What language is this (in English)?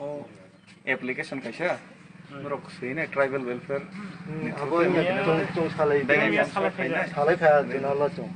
Kok Borok